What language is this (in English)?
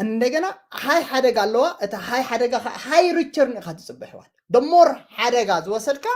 Tigrinya